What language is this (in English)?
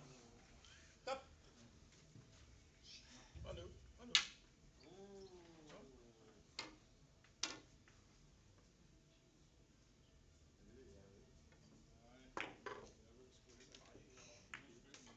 Danish